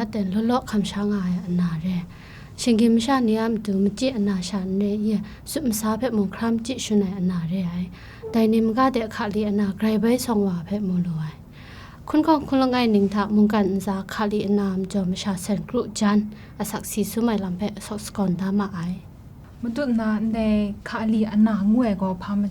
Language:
Kachin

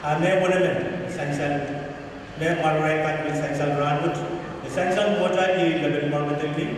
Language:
Pohnpeian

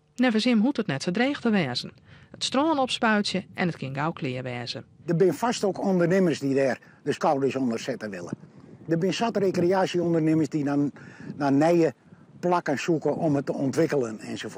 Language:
Western Frisian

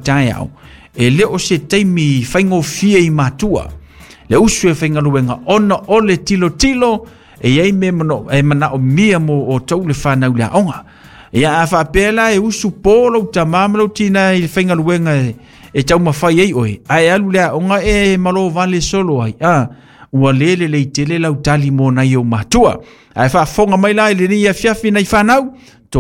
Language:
Samoan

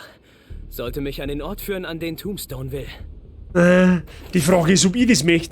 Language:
Bavarian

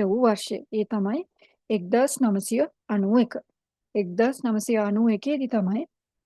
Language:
Sinhala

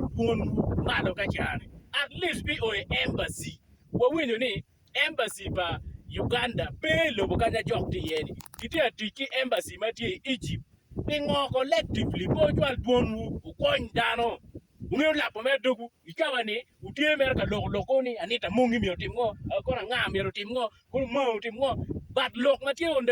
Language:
Acoli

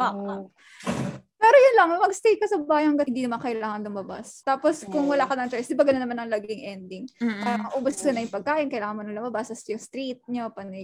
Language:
Filipino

